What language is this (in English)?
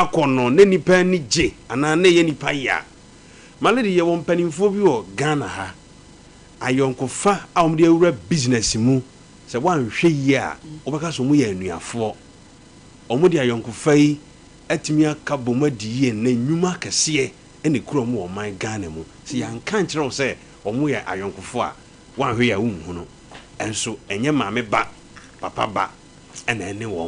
Akan